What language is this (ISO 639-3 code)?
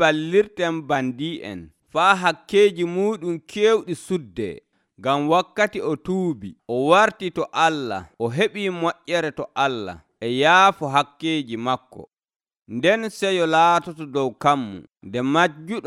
fuv